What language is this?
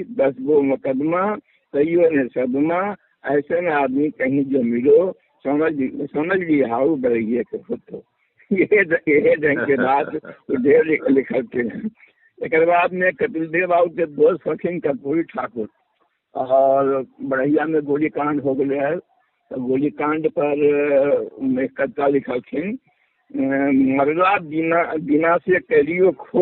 Magahi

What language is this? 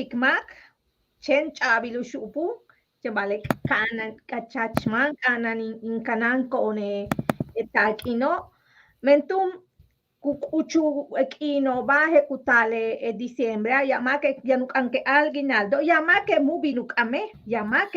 Yucateco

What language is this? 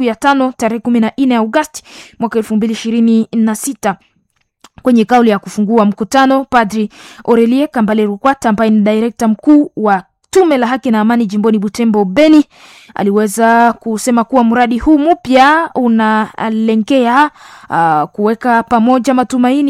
Swahili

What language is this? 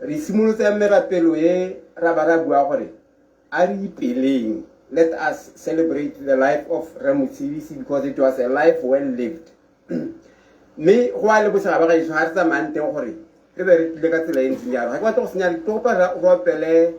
Tswana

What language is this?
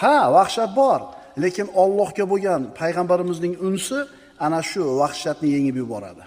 Uzbek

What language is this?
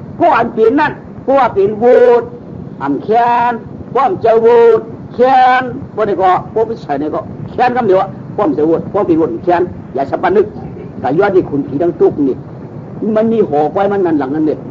Shan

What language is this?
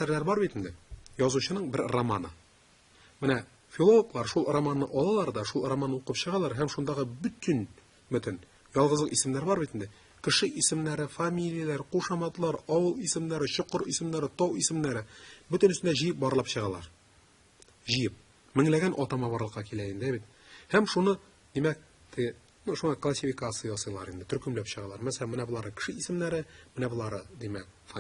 Tatar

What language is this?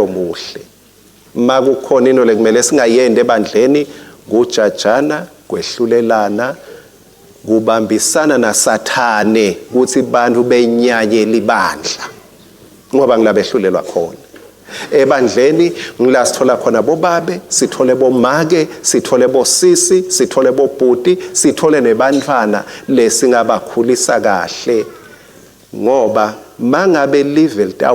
Swati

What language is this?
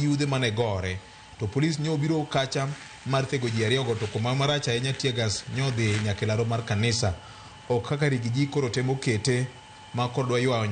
Luo (Kenya and Tanzania)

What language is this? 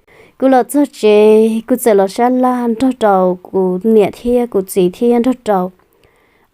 Hmong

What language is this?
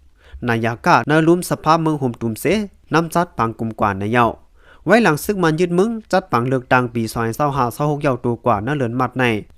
Shan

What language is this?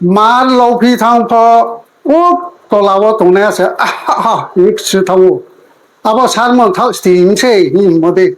Riang (India)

